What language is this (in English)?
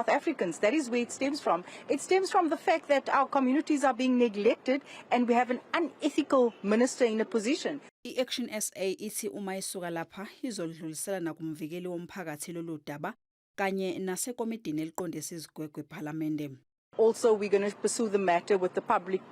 Zulu